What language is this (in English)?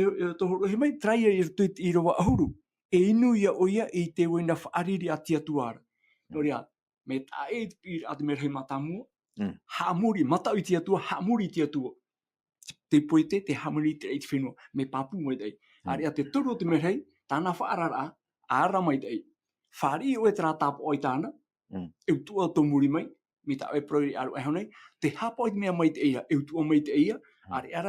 Tahitian